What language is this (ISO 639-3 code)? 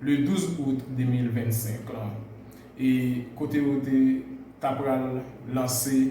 hat